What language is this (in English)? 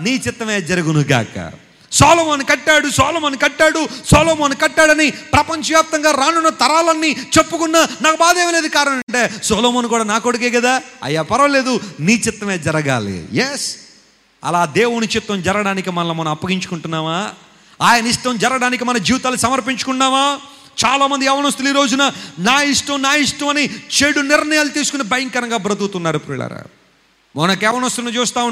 Telugu